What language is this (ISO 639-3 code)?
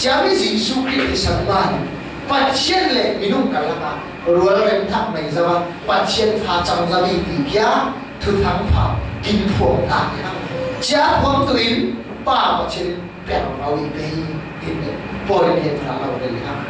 cfm